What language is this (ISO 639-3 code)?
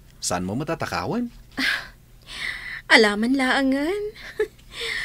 ilo